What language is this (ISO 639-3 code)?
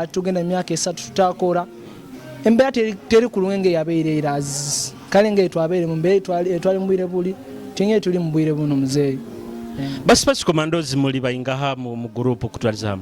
nyo